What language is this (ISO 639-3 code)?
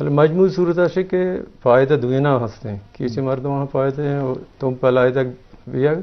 bgp